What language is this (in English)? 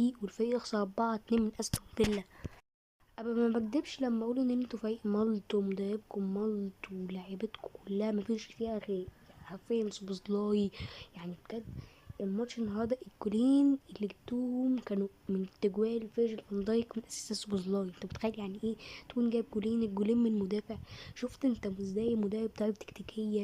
Egyptian Arabic